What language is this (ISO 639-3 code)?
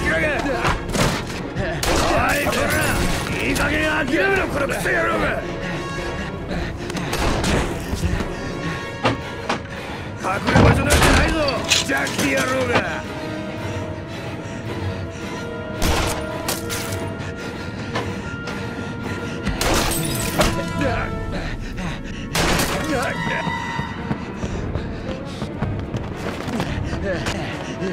jpn